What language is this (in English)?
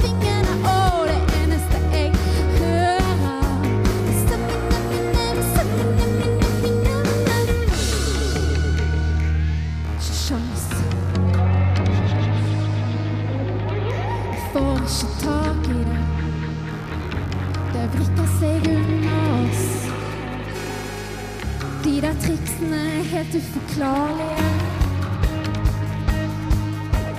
Norwegian